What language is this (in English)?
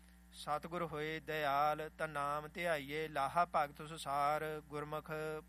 Punjabi